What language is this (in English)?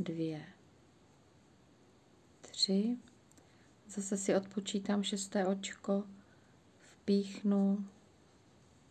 Czech